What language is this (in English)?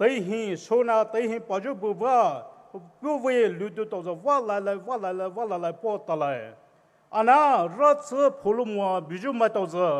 Poumei Naga